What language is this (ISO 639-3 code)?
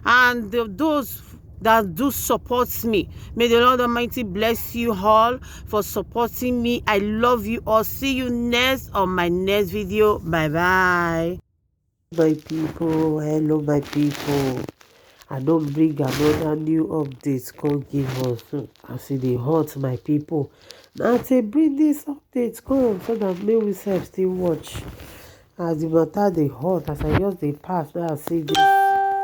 pcm